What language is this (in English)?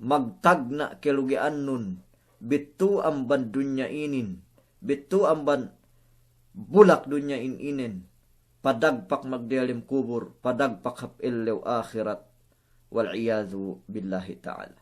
Yakan